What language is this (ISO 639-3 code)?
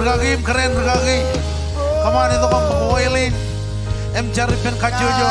mah